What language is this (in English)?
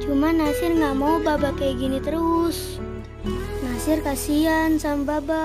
Betawi